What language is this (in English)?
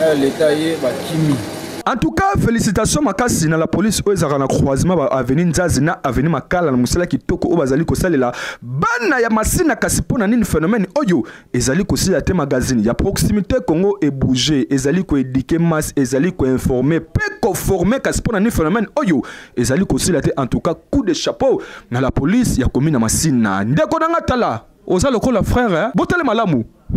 Lingala